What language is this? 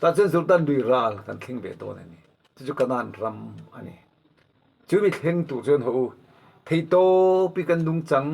Mizo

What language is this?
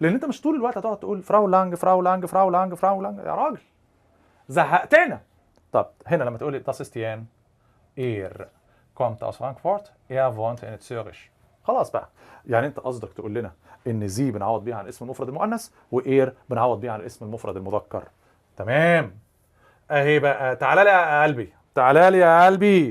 Egyptian Arabic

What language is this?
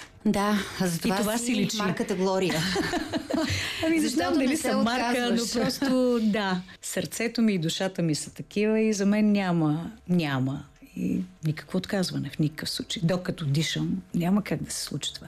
Bulgarian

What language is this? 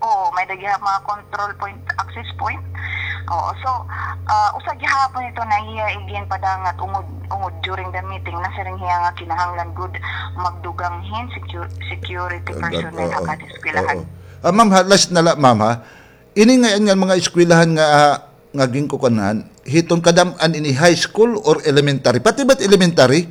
Waray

